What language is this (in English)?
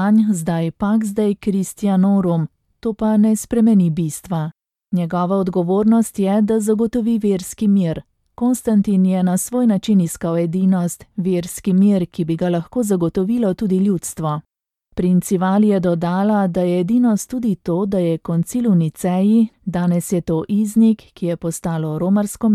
Slovenian